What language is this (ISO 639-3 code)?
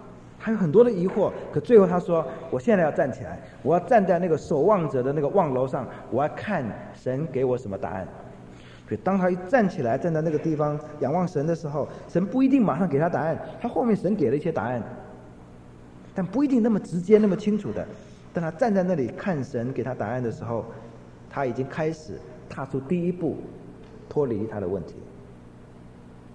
zho